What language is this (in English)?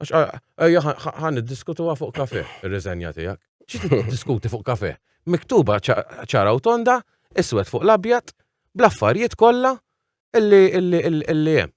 Maltese